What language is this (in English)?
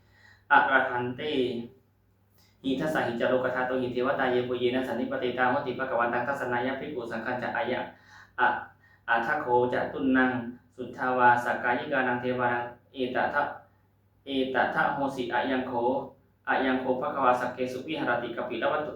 Pali